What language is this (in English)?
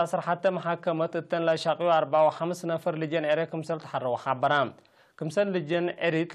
Tigre